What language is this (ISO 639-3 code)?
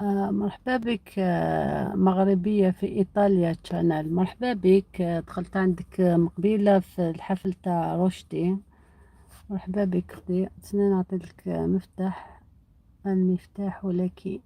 arq